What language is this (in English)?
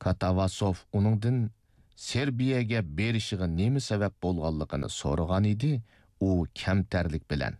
Uyghur